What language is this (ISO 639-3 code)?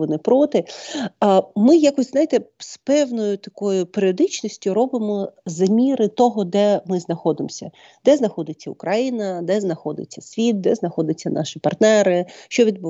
ukr